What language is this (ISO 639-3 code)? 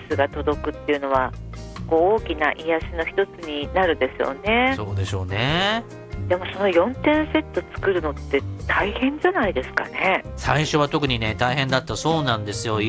jpn